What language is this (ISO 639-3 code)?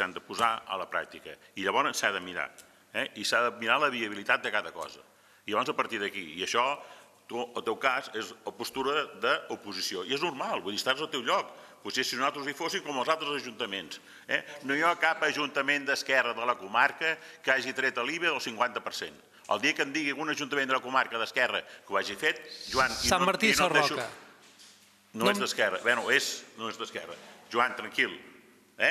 cat